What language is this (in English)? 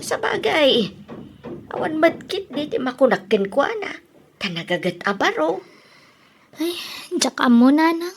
Iloko